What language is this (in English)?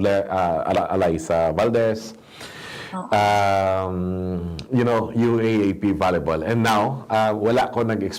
Hiligaynon